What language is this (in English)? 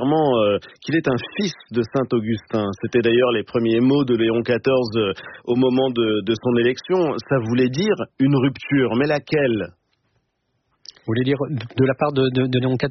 French